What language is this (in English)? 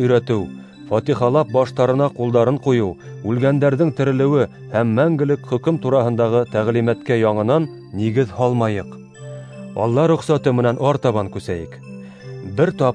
Bashkir